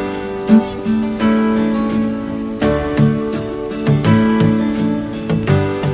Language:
Malayalam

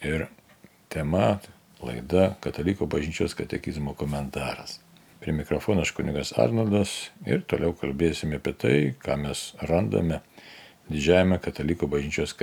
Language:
Lithuanian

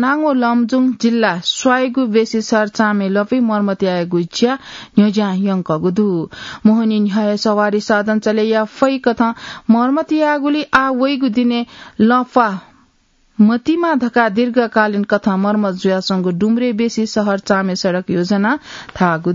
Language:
Newari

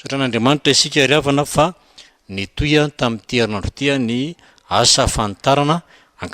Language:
Malagasy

